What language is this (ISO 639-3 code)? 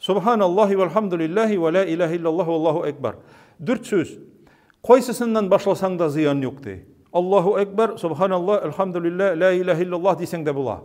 tat